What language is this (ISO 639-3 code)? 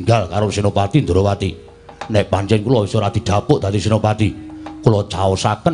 jav